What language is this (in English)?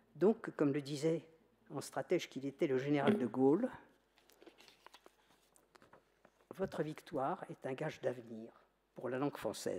French